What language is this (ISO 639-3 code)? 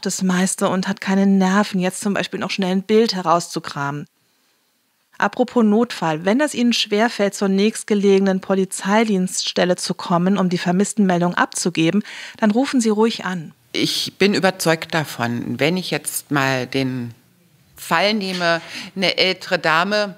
deu